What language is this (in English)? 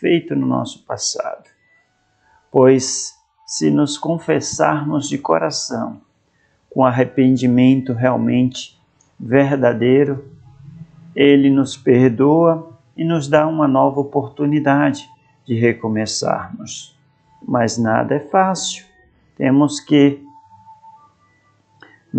Portuguese